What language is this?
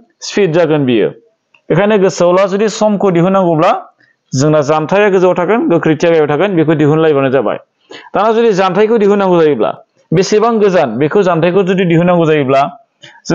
Bodo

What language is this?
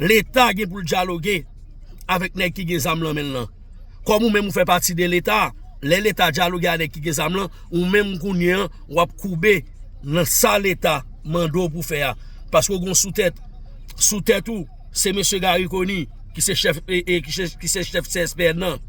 Haitian Creole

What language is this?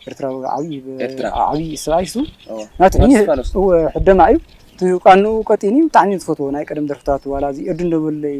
Tigrinya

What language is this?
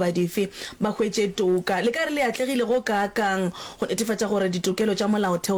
Northern Sotho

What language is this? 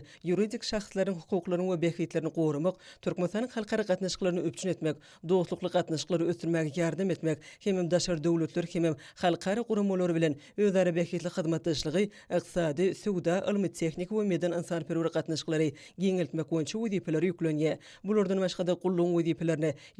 Turkmen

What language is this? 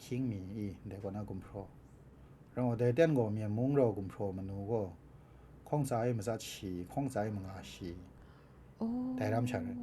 Kachin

